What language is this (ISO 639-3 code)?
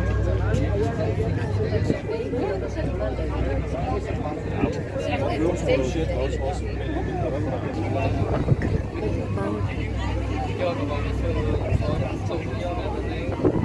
nld